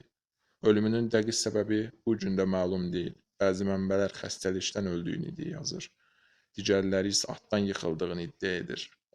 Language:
Azerbaijani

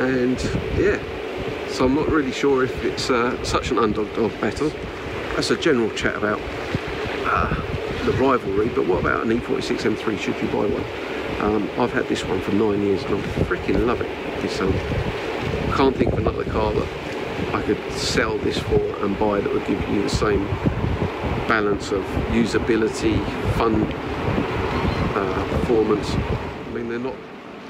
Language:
English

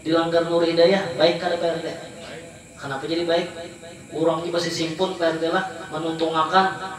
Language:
Banjar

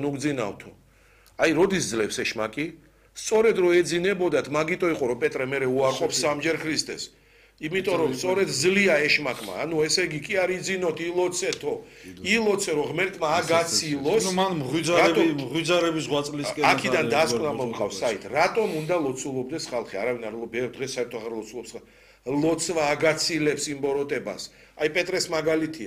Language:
Georgian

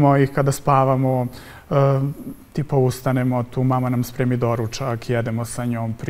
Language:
Serbian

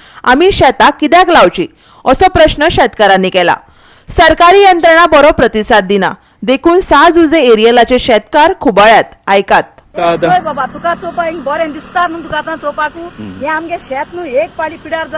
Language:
Konkani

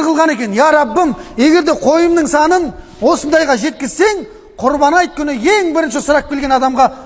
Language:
Kazakh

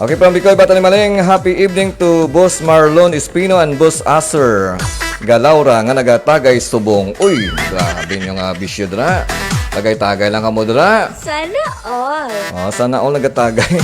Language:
Hiligaynon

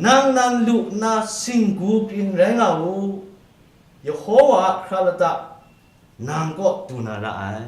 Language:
Kachin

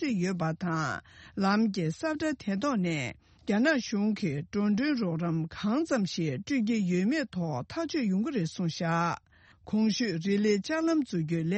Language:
Tibetan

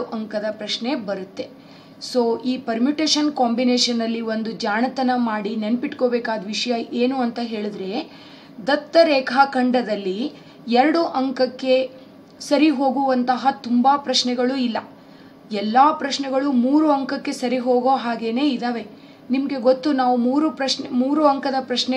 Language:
Kannada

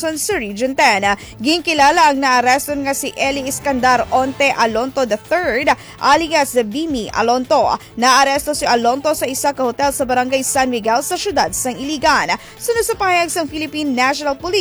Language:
Hiligaynon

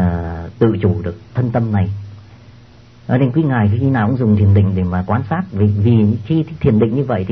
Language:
Vietnamese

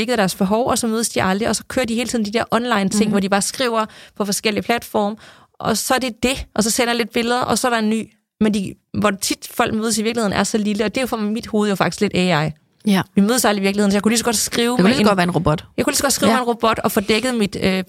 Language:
Danish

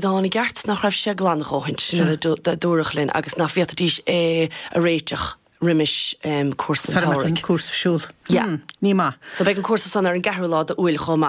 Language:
Irish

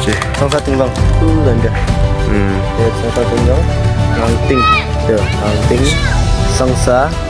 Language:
Naga Pidgin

